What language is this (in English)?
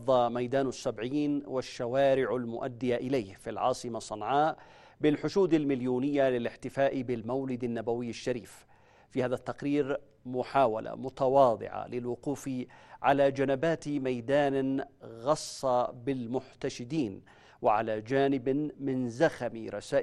Arabic